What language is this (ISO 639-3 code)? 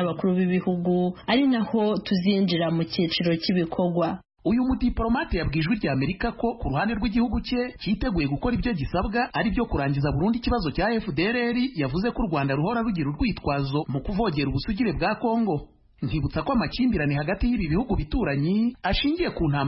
kin